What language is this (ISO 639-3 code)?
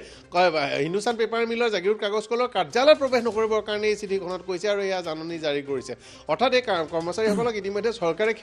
asm